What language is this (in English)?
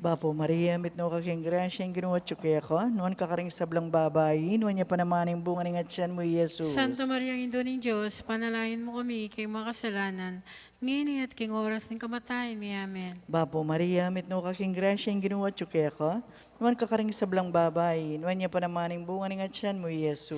Pampanga